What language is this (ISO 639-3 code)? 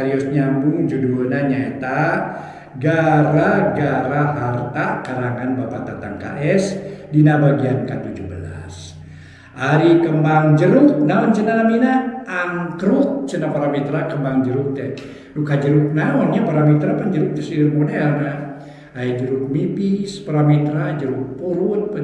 sun